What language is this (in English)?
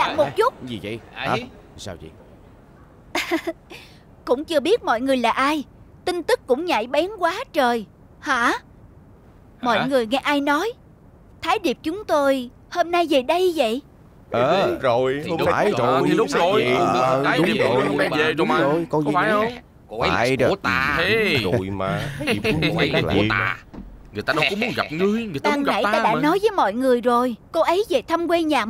Vietnamese